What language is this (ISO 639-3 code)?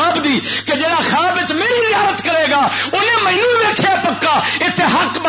lah